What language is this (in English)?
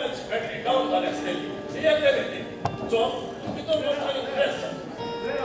Konkani